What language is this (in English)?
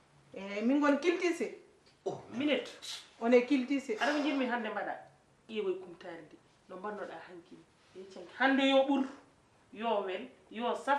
Fula